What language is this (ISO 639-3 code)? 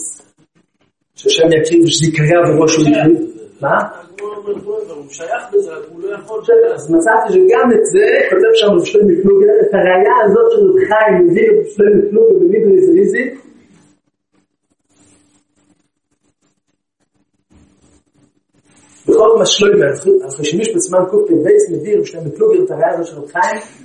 heb